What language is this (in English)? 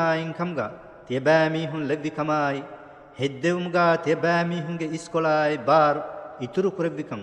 Divehi